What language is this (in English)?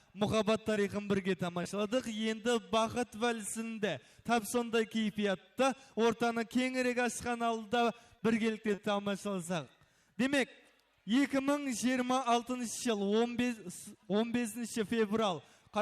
Kara-Kalpak